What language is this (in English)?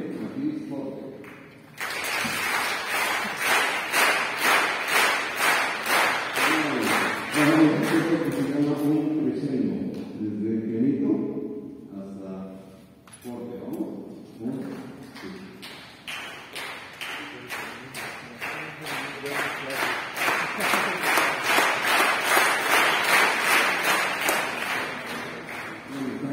Spanish